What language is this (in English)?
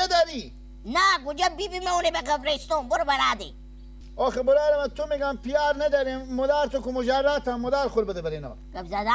Persian